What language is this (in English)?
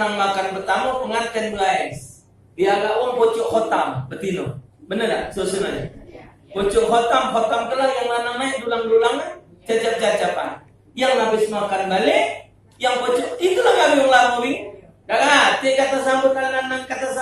Musi